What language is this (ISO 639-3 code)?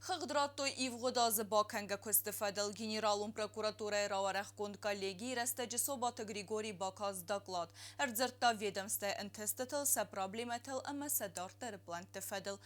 oss